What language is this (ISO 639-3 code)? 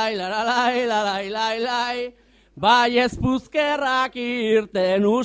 eus